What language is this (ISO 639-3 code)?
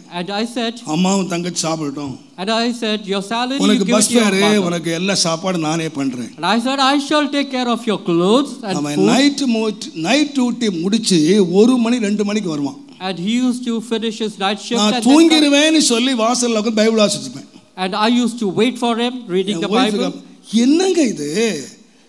tam